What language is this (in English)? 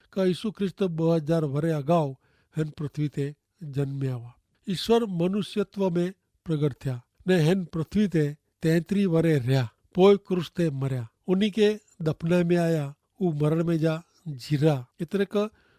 Kachhi